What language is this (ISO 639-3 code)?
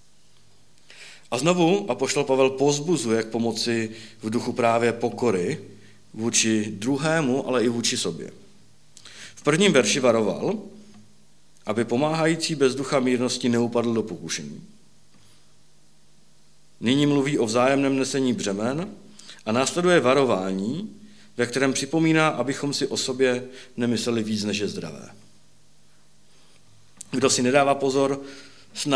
ces